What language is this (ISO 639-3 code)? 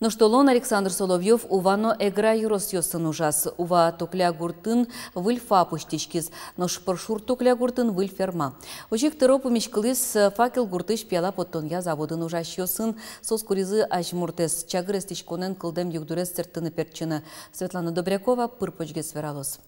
udm